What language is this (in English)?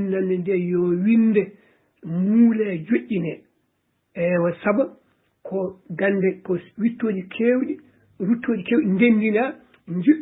Fula